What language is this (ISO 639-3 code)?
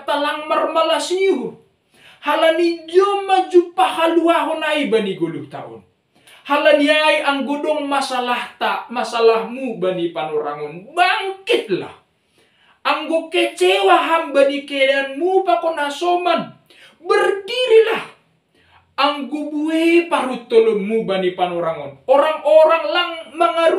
bts